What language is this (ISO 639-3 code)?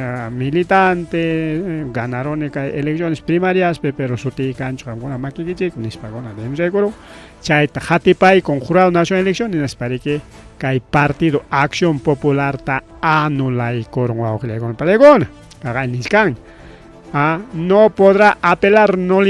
quy